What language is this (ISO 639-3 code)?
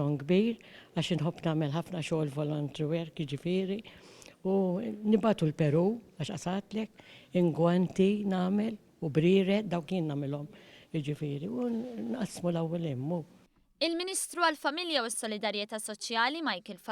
mlt